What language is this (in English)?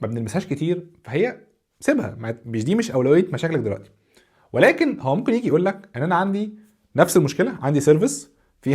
Egyptian Arabic